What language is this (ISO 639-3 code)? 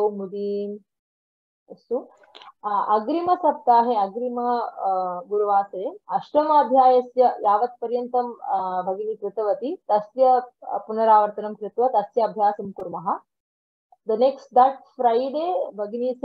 san